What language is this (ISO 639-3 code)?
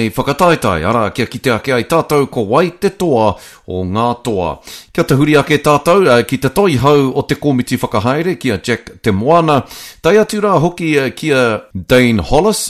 mri